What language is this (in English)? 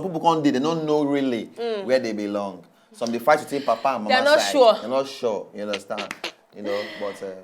Nigerian Pidgin